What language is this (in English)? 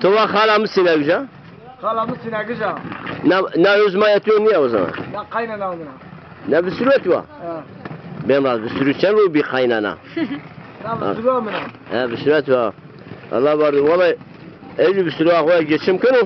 Zaza